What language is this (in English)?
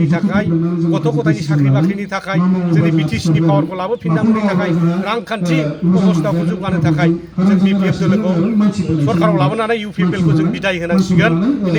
Bodo